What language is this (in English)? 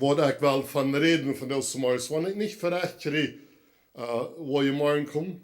Plautdietsch